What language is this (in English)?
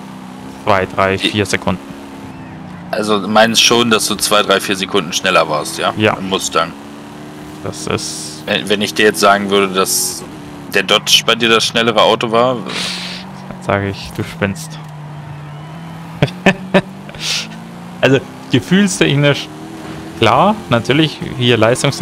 German